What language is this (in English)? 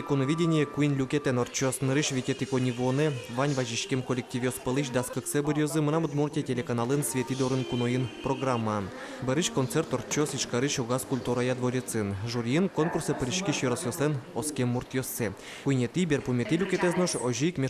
Udmurt